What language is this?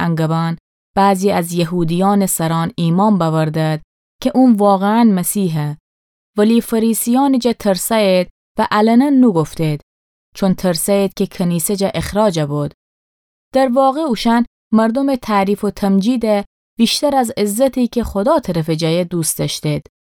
Gilaki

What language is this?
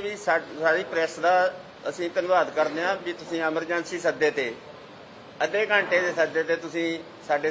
Punjabi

